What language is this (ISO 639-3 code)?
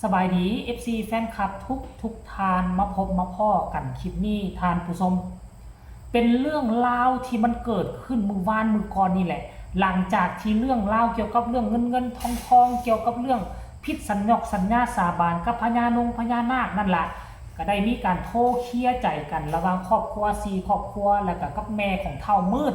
lao